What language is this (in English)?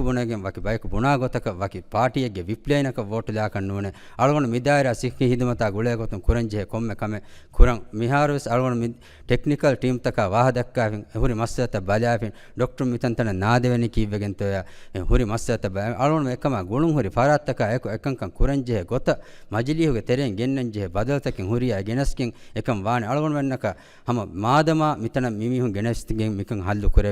Divehi